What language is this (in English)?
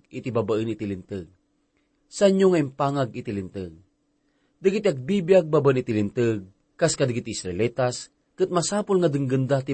Iloko